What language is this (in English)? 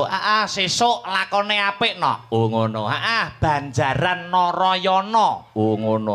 Javanese